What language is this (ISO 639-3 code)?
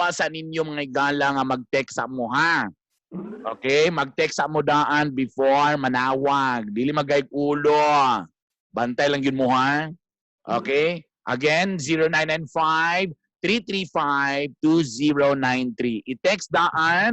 ceb